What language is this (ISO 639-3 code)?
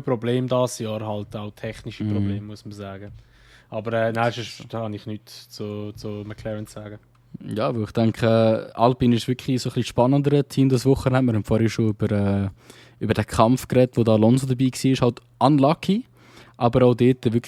gsw